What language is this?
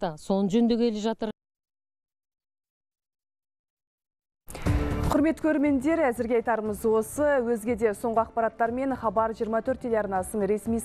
Kazakh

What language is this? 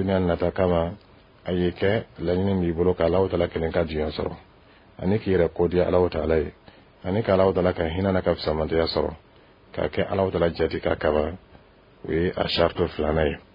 Dyula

